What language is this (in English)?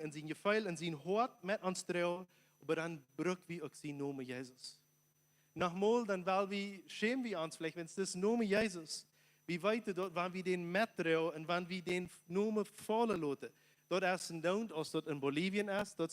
Plautdietsch